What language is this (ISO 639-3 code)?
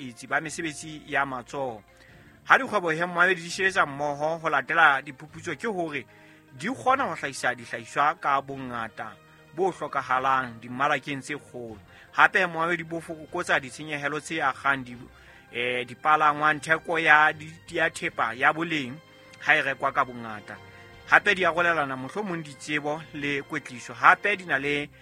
sot